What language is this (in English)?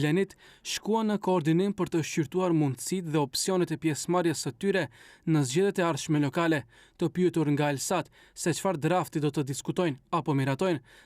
Albanian